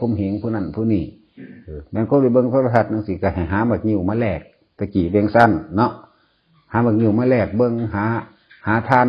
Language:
Northeastern Thai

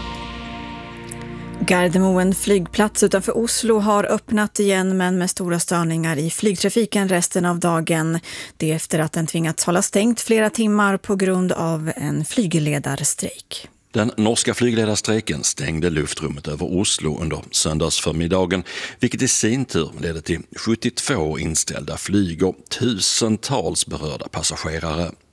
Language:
Swedish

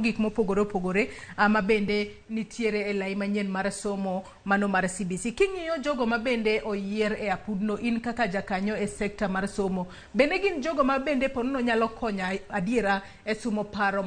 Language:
Luo (Kenya and Tanzania)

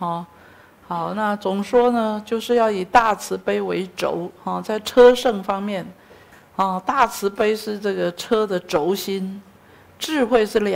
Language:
Chinese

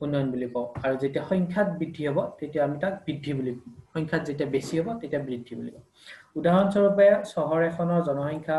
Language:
Assamese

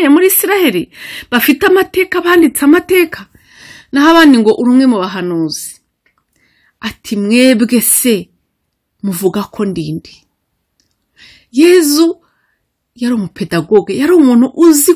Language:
Kinyarwanda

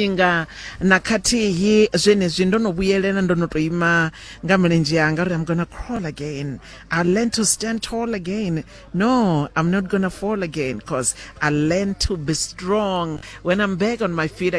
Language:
Venda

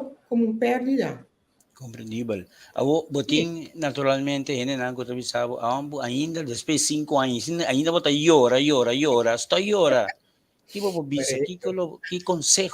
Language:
Papiamento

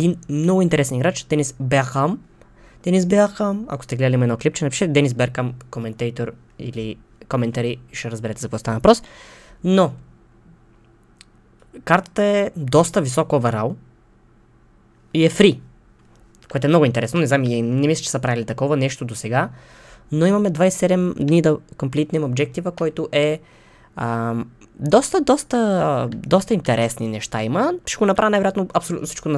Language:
Bulgarian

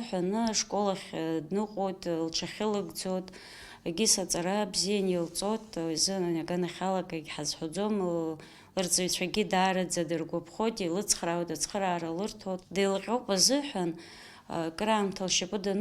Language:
Abkhazian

